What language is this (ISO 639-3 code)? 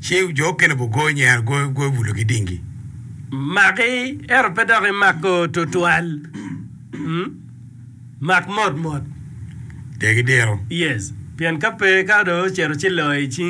ach